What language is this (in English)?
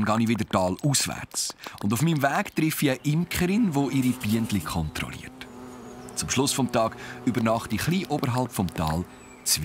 Swiss German